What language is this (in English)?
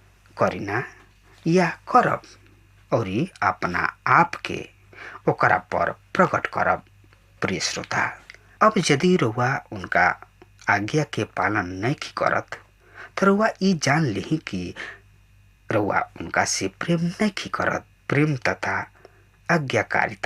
Bhojpuri